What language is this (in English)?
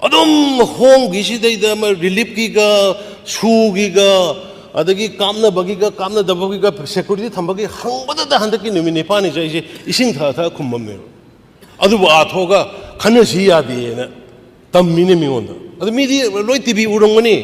Manipuri